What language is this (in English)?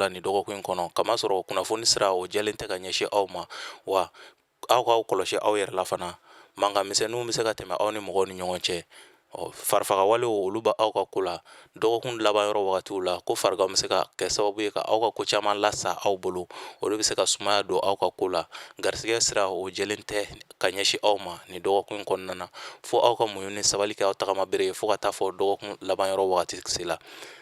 Bambara